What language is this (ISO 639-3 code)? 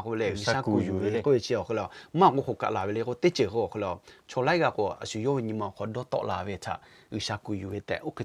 lhu